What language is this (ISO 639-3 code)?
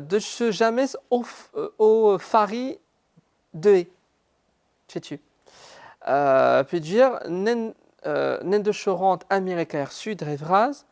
bre